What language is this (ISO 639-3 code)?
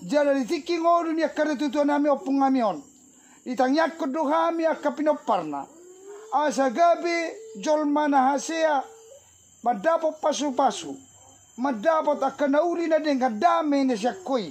bbc